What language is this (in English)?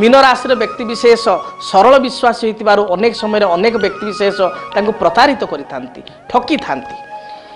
Odia